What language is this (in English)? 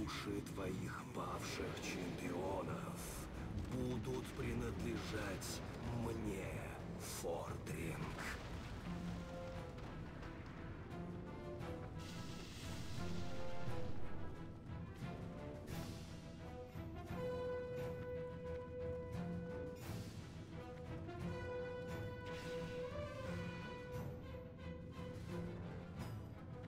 Russian